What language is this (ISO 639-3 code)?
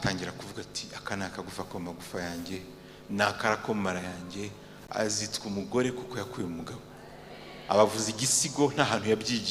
kin